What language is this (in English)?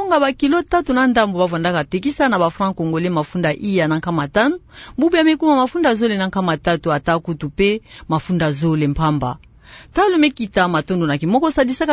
Kituba (Democratic Republic of Congo)